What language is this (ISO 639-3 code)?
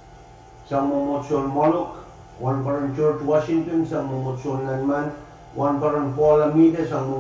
pon